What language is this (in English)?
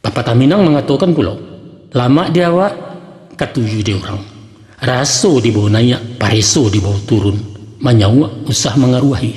Minangkabau